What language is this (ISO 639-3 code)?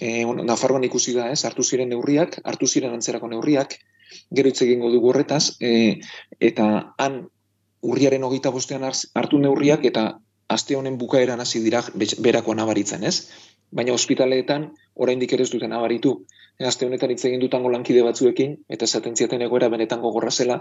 eus